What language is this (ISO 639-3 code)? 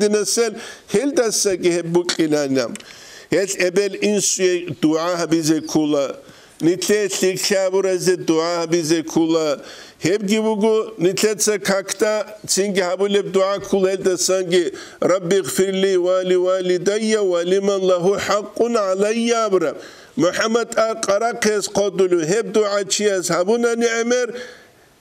ava